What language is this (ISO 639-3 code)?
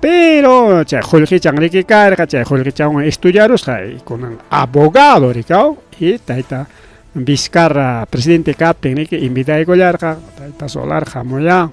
quy